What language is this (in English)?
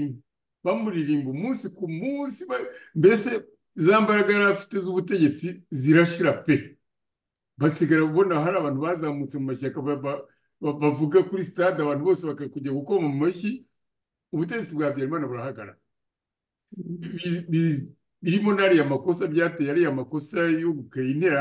Kinyarwanda